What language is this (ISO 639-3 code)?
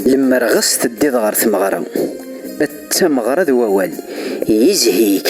kab